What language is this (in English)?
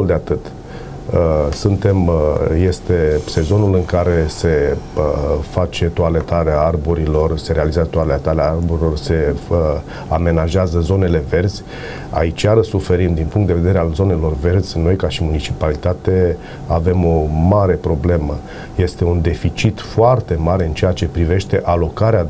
Romanian